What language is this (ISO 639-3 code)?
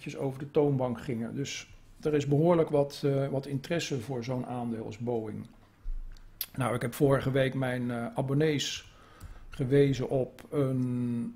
nld